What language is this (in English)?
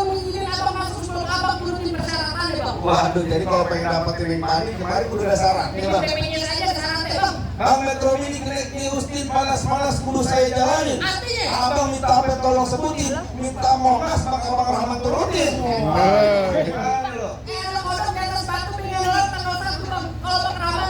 Betawi